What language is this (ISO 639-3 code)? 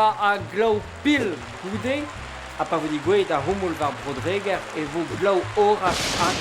bre